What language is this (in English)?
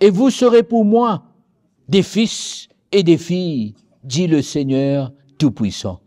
Morisyen